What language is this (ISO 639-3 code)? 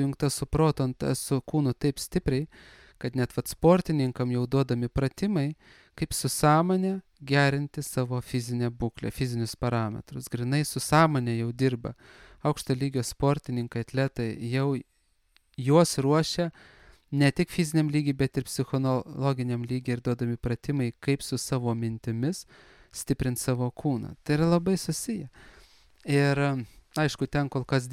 lit